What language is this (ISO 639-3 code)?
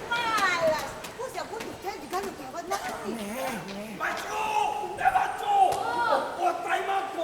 tgk